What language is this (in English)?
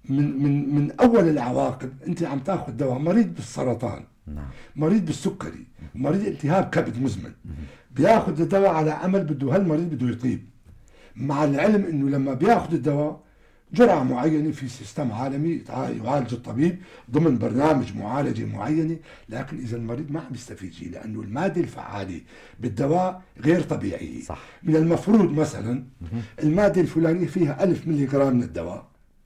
North Levantine Arabic